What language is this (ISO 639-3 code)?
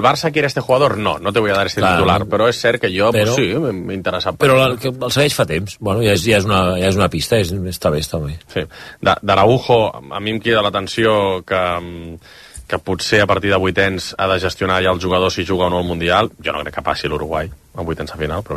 cat